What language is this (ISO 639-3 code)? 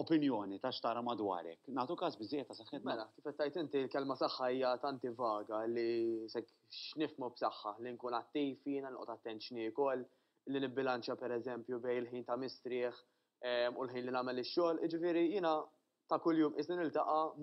mlt